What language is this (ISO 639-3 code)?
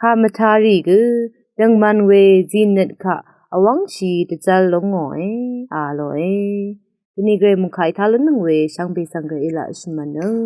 raw